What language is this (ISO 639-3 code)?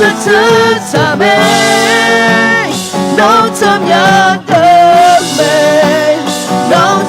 ahk